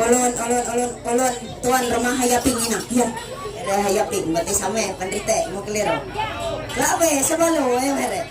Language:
Ma'anyan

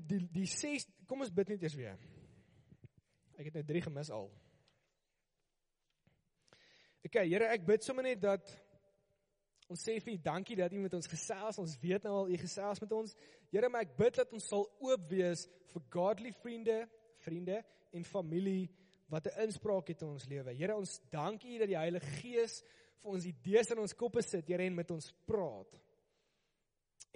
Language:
Afrikaans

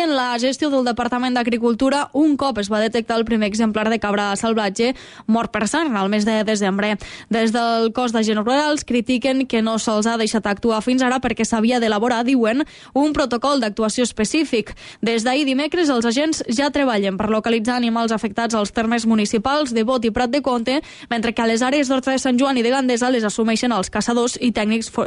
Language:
Catalan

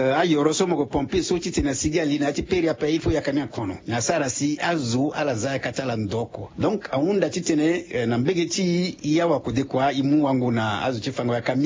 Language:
Sango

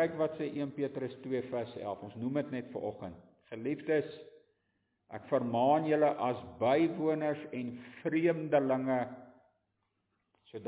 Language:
Afrikaans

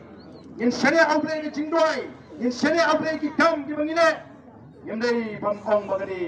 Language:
Khasi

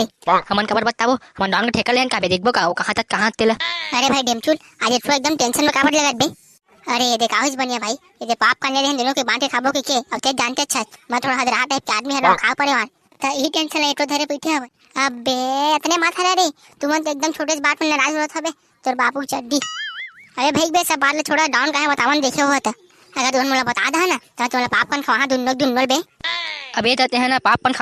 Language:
Chhattisgarhi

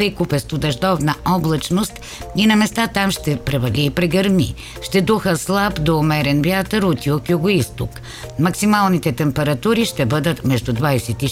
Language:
Bulgarian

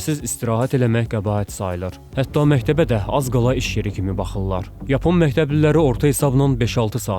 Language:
Azerbaijani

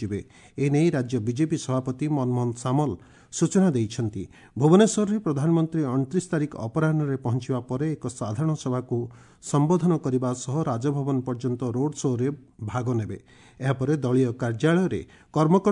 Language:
Odia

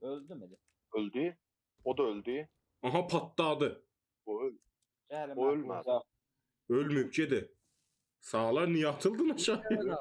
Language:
South Azerbaijani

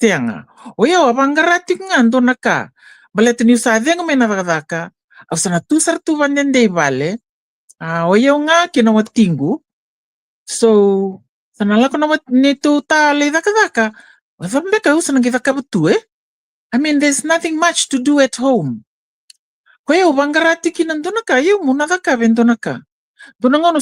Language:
Fijian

